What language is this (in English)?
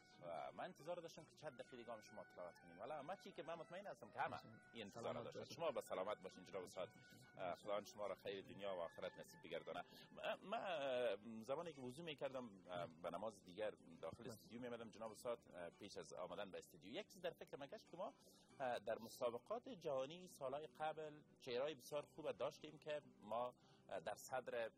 Persian